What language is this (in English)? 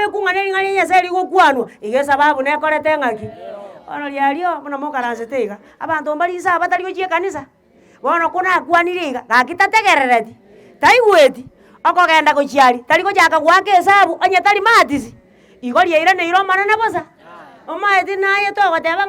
Gusii